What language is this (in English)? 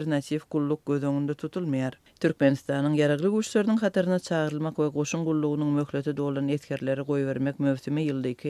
Turkmen